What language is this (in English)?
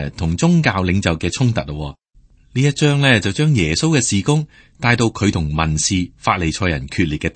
Cantonese